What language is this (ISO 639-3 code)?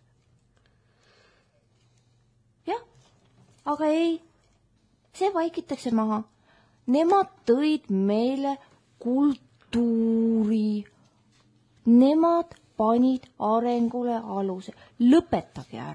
est